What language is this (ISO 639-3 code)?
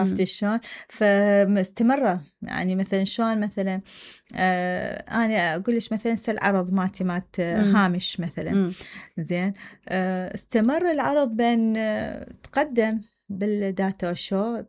acm